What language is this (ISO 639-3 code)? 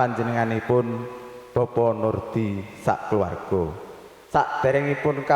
jav